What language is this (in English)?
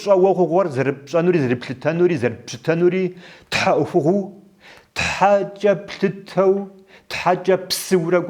Kabardian